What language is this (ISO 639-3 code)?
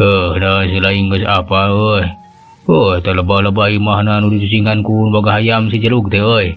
sun